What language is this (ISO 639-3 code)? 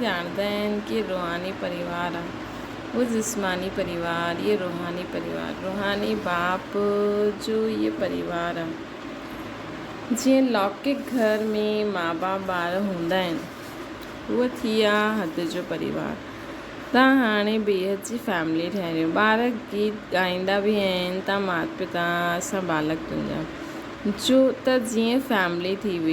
snd